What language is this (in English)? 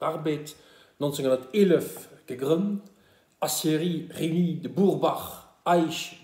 Luxembourgish